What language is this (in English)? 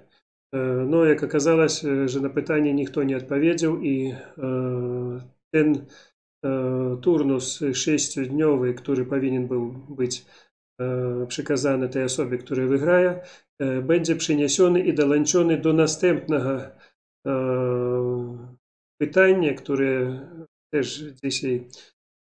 Polish